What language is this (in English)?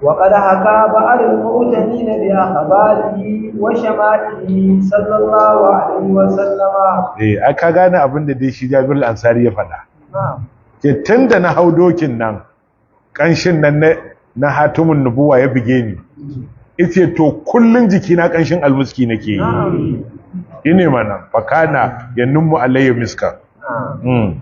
Hausa